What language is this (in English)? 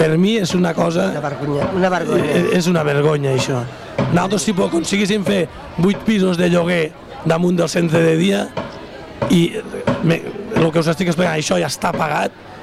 Catalan